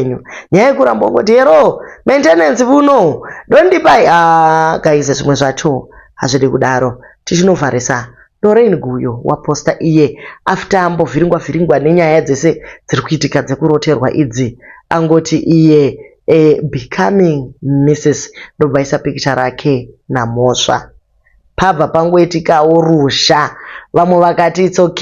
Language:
Shona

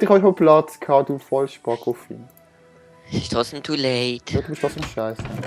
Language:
Swiss German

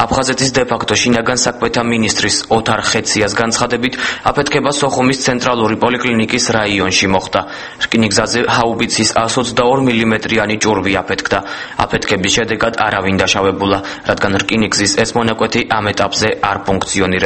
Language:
Georgian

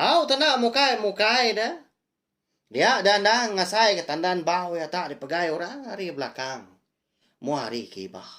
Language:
Iban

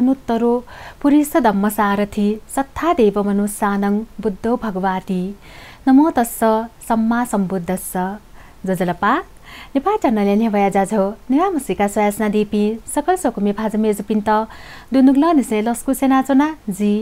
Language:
Newari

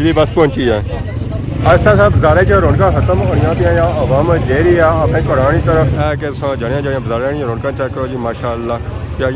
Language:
Pahari-Potwari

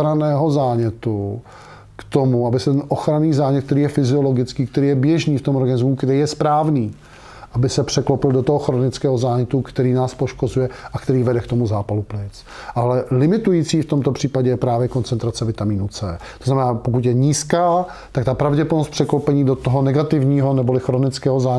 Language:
Czech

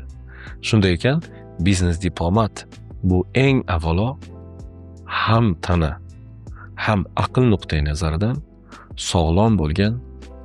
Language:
Uzbek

